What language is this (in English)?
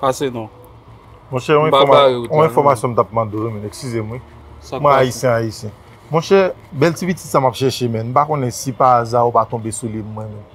Haitian Creole